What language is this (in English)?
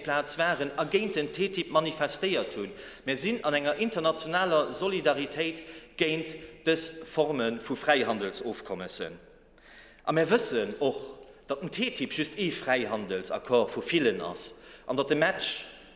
Luxembourgish